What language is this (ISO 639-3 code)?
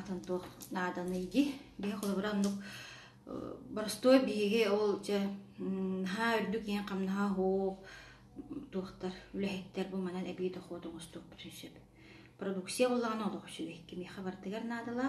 sah